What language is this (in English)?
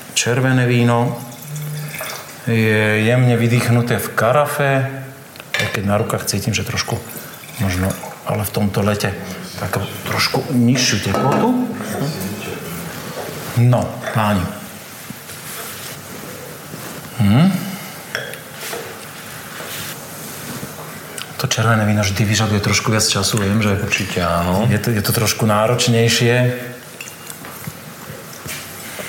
Slovak